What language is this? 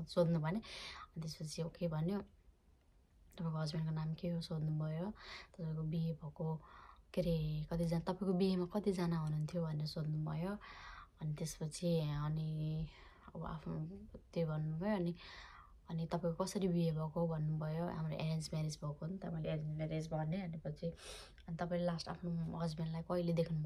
Nepali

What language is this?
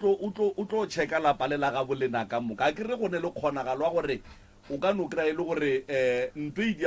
Northern Sotho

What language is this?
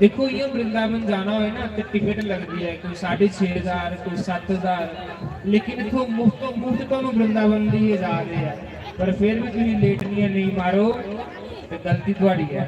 Dogri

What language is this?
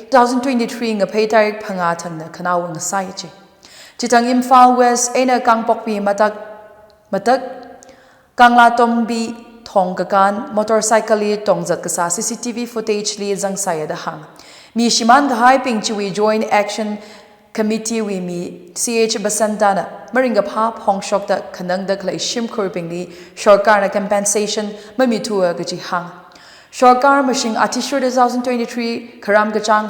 Tangkhul Naga (India)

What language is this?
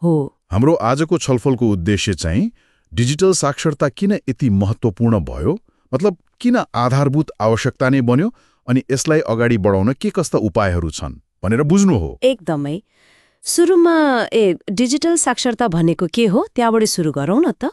Nepali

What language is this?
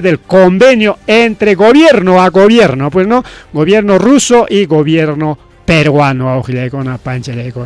Ayacucho Quechua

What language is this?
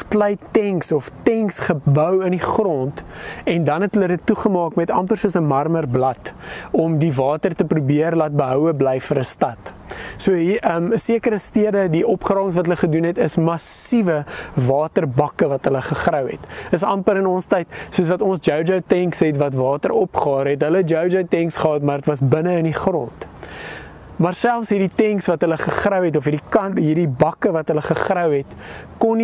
Afrikaans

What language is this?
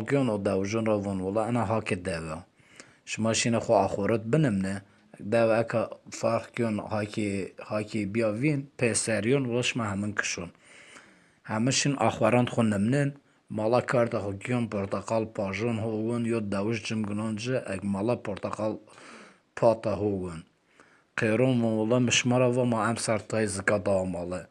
Zaza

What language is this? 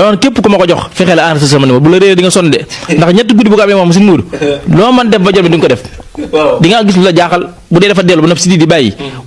Wolof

